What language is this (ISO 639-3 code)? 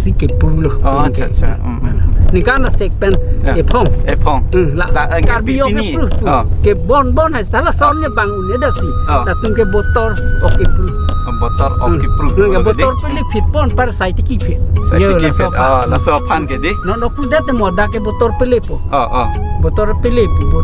mjw